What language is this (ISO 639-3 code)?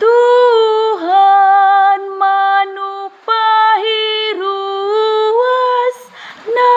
bbc